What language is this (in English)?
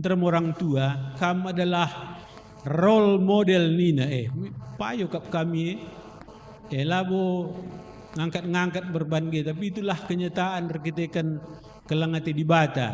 Batak Karo